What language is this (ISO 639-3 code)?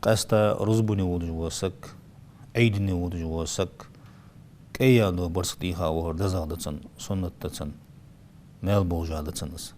inh